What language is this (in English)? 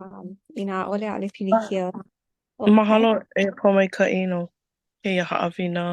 Hawaiian